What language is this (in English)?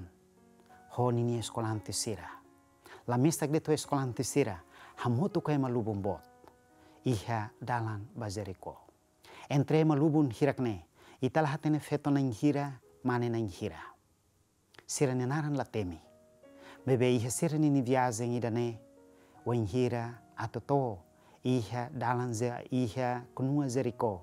Tetum